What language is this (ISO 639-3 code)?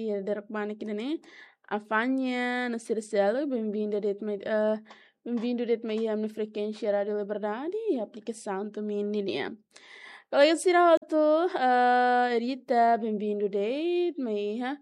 tet